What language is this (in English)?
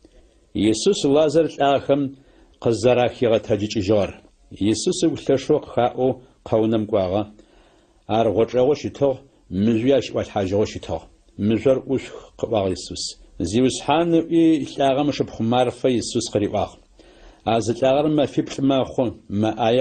Adyghe